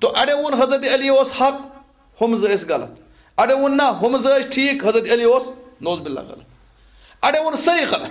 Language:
Kashmiri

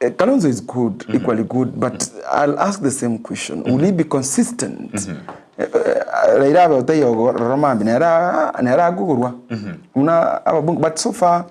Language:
Gusii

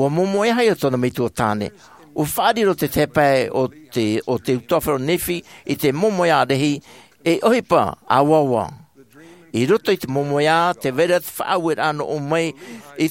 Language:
Tahitian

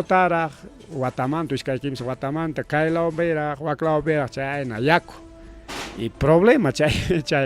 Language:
Ayacucho Quechua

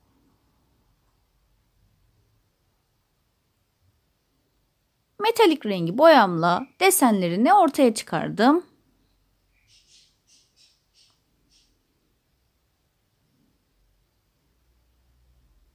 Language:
Turkish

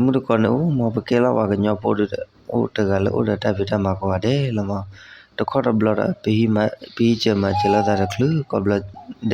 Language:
S'gaw Karen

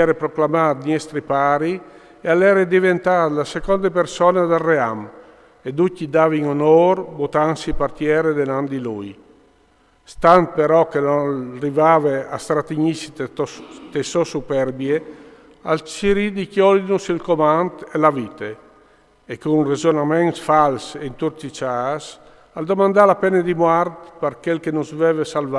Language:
Friulian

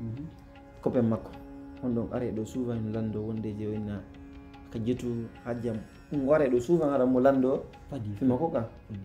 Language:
Pular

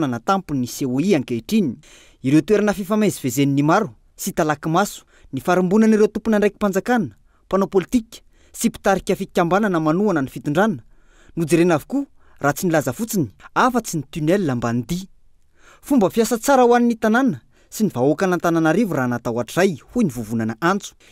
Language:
Malagasy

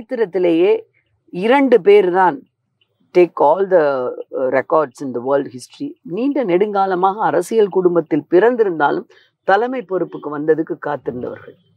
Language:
Tamil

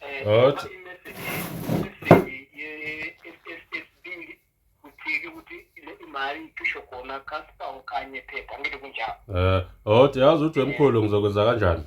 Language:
Zulu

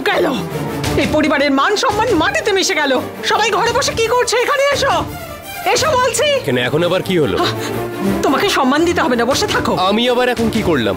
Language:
Bangla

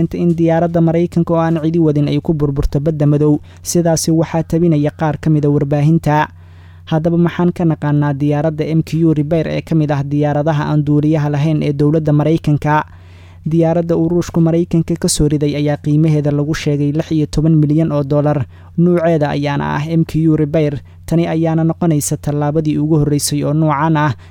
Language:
Somali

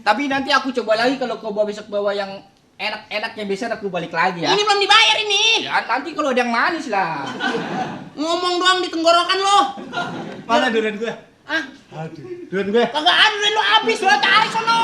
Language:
Betawi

